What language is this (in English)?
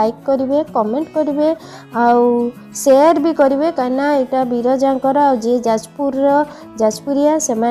Odia